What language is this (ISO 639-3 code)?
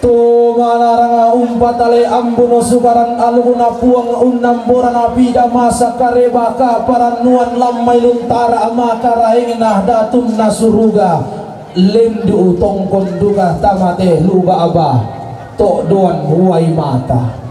sda